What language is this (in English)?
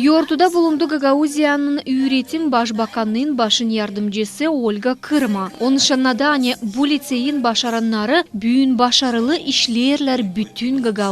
Gagauz